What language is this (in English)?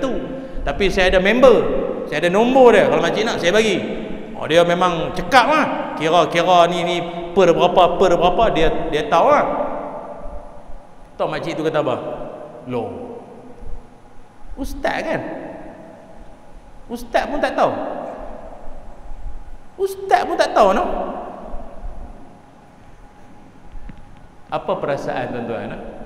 Malay